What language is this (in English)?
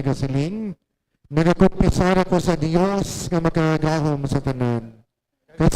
Hiligaynon